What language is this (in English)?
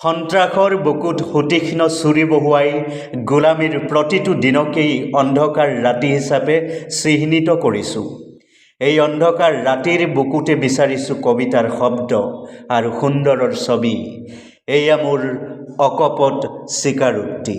Assamese